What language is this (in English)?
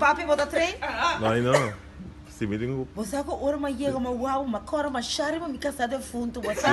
Papiamento